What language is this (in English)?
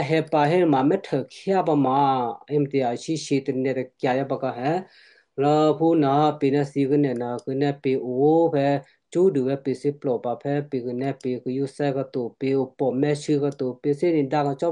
Western Kayah